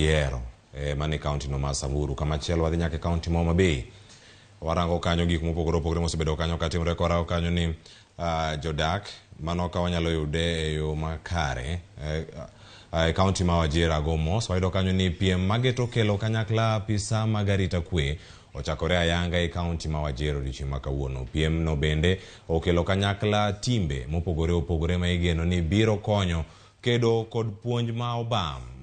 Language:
Luo (Kenya and Tanzania)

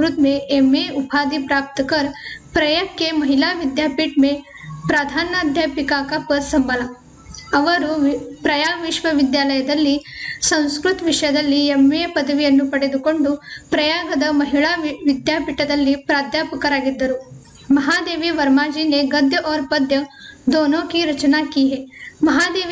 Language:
Kannada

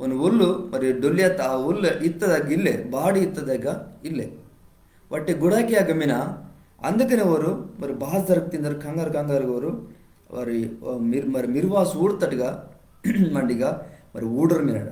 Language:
Koya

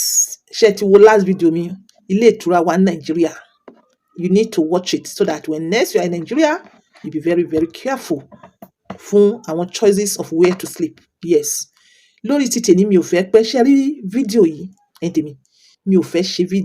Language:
Yoruba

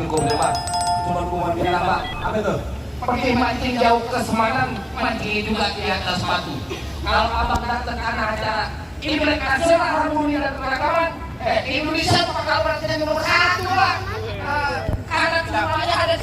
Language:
Betawi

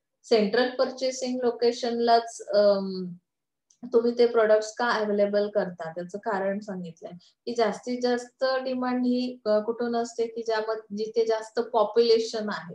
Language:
Marathi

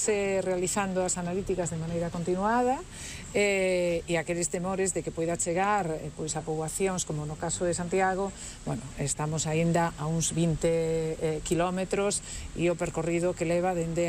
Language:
Galician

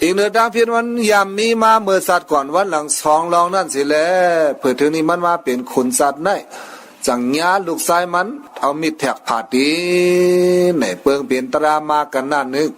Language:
Shan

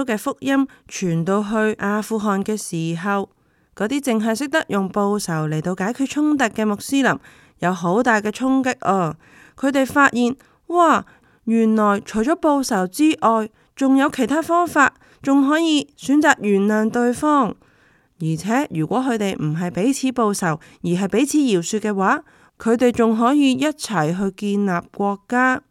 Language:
Cantonese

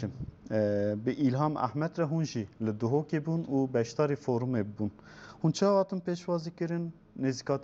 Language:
Kurdish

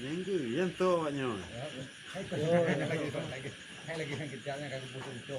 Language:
Achinese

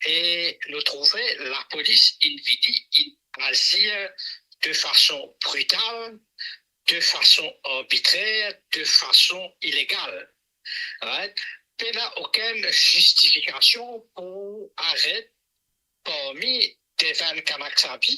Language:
Morisyen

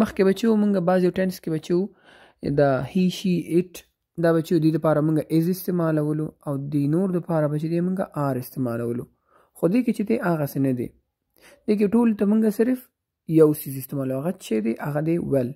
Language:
Pashto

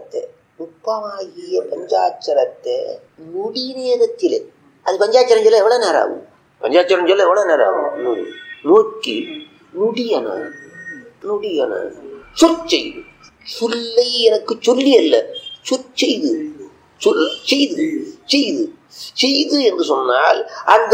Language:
Tamil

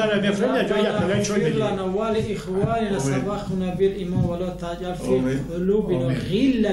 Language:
Tajik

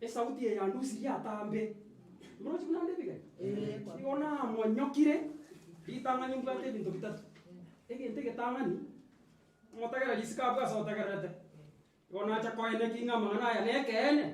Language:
Gusii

